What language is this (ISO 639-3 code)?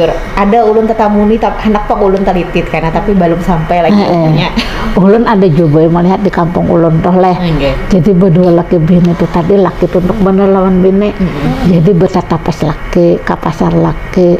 bjn